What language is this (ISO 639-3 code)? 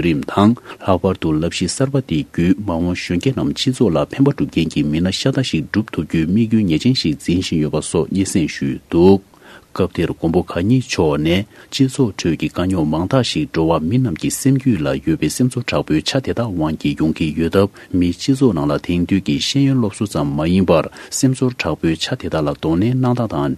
bod